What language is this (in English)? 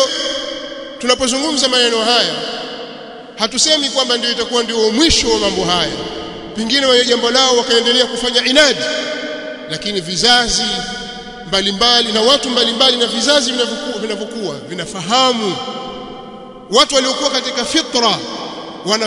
Swahili